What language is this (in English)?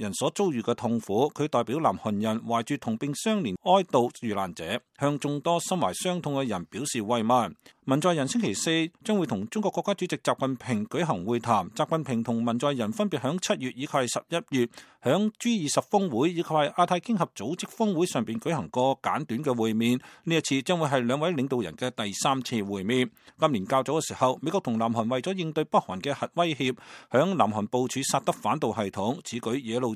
Cantonese